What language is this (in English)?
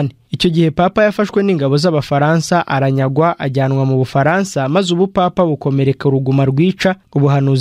Kinyarwanda